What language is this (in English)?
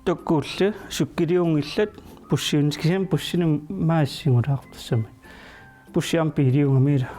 Kalaallisut